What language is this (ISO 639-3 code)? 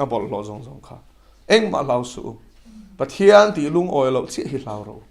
lus